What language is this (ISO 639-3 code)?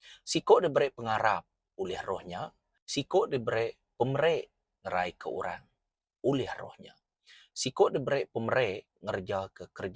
iba